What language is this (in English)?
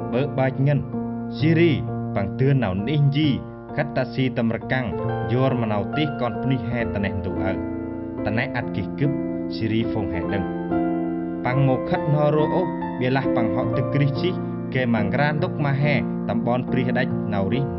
Central Mnong